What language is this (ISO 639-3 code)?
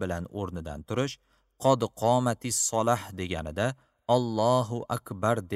uzb